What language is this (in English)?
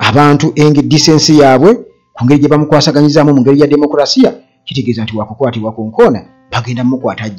Ganda